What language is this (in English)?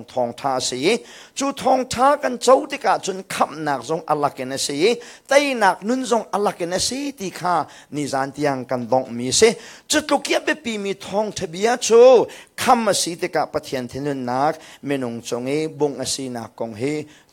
Hakha Chin